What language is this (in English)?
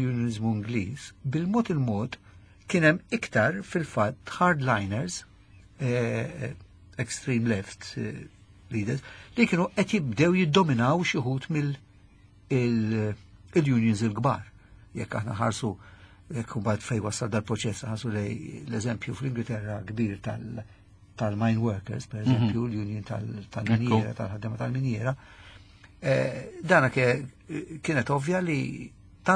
Maltese